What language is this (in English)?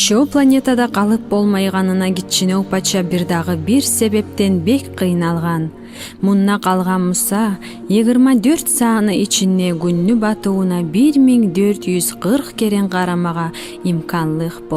Kumyk